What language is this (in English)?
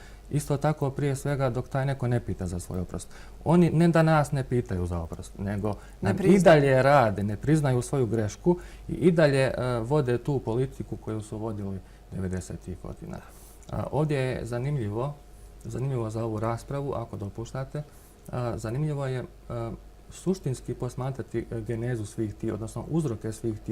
Bosnian